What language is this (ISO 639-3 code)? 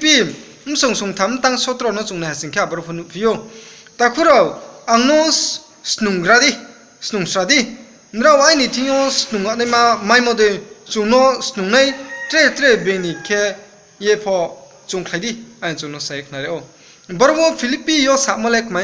ria